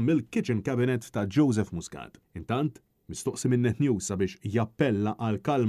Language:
Maltese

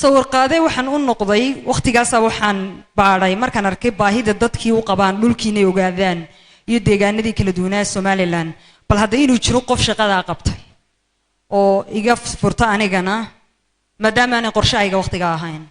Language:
Somali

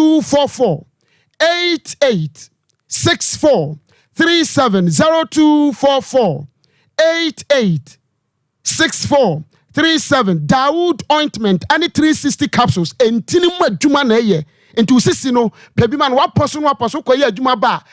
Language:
Akan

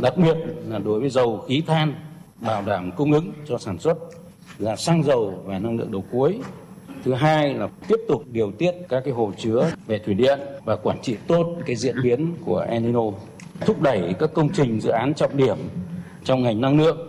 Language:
Vietnamese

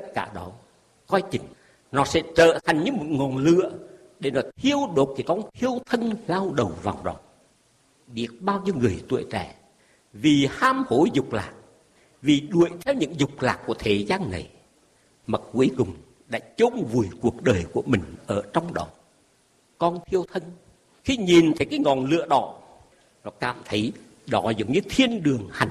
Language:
Vietnamese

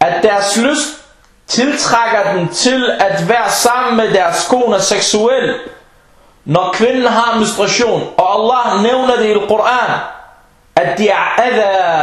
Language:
Danish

